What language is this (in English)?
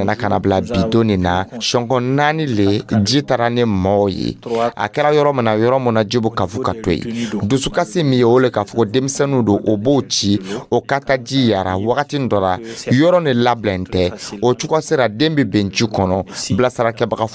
Dyula